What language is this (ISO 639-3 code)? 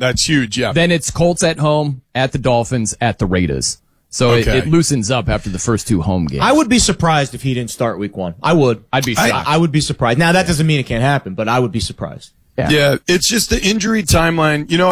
eng